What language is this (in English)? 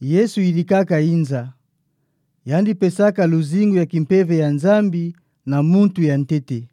Kituba (Democratic Republic of Congo)